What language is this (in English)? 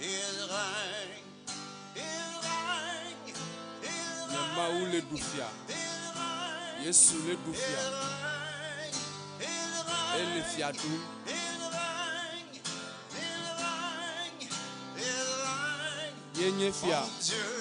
Ewe